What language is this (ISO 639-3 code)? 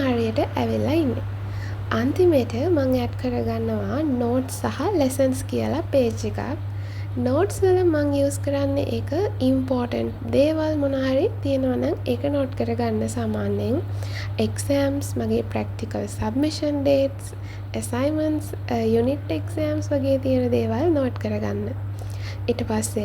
sin